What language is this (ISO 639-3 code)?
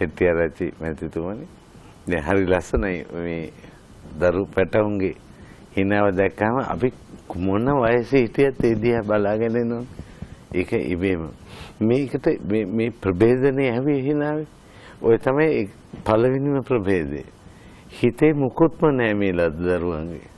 sin